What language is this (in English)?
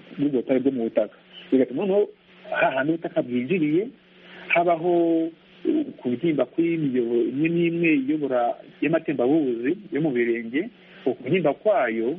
Kinyarwanda